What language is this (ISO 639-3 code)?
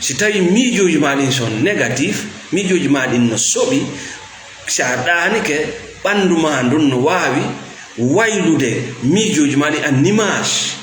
ful